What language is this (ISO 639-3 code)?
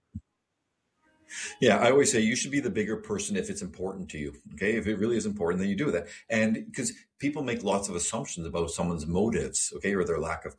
eng